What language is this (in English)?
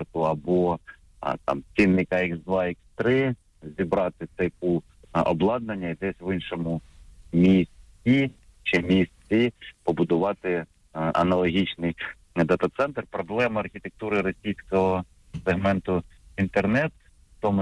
Ukrainian